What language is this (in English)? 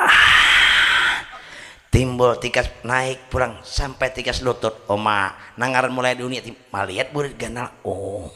Banjar